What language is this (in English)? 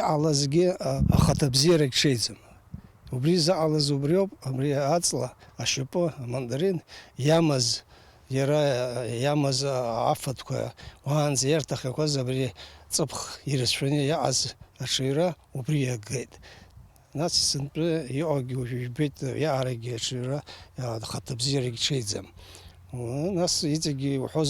Abkhazian